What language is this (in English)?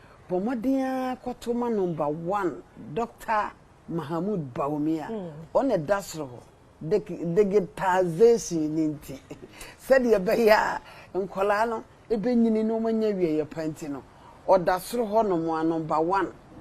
Akan